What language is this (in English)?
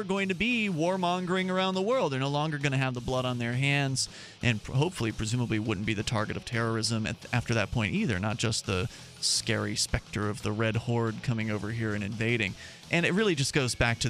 English